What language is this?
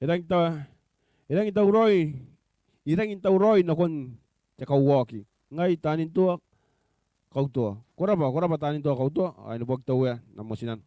Gilbertese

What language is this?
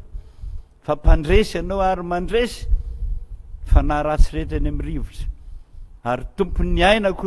Malagasy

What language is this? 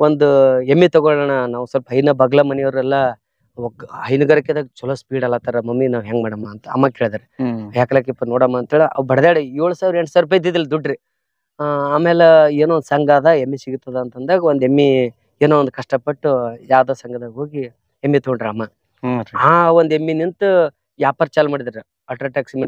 Kannada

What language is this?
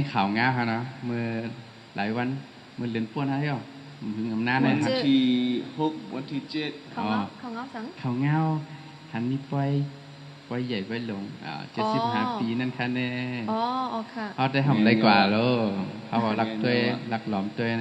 Shan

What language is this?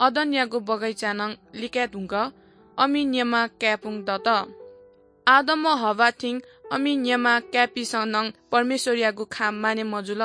Newari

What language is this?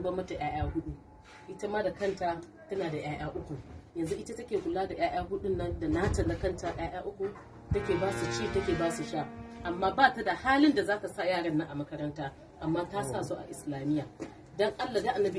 Hausa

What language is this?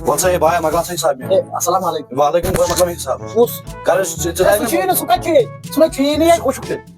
Kashmiri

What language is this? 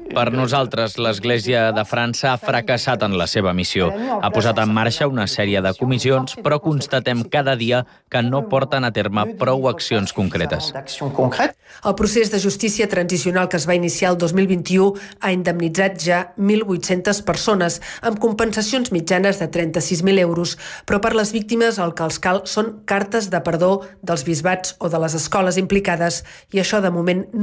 Catalan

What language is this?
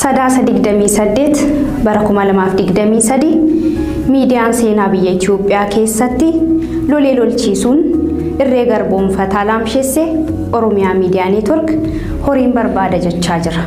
Oromo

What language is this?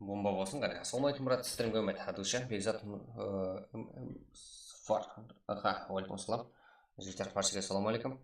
Kara-Kalpak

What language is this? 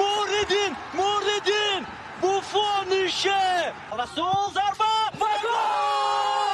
Tajik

